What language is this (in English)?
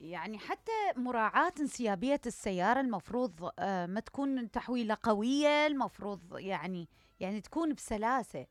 Mesopotamian Arabic